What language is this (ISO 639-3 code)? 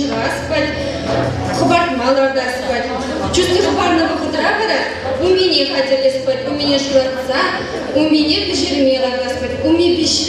chv